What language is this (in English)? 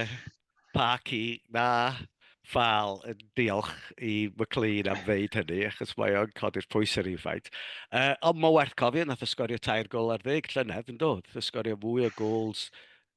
Welsh